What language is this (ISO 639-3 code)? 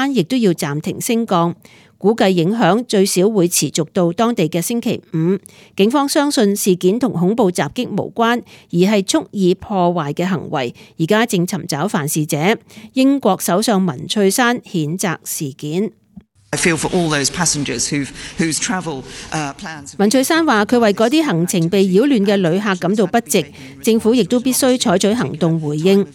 yue